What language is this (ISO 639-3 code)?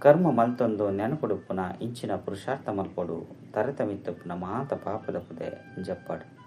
tcy